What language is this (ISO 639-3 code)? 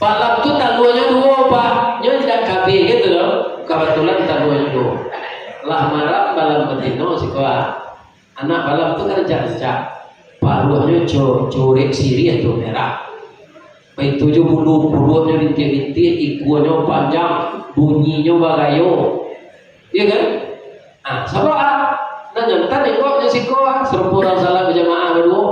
min